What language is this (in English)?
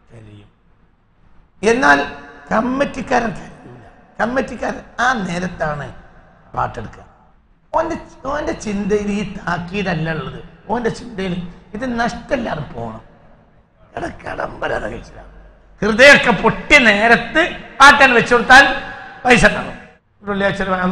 Malayalam